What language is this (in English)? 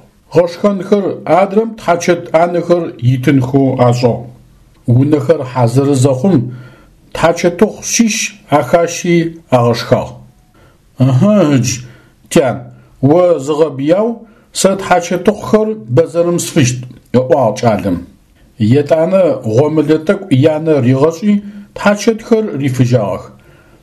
Adyghe